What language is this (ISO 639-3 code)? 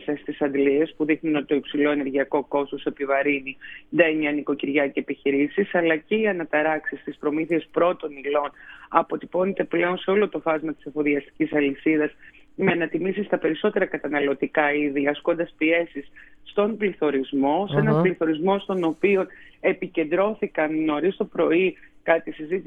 ell